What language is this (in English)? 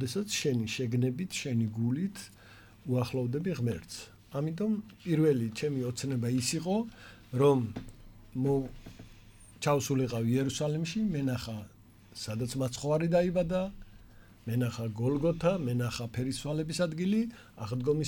Georgian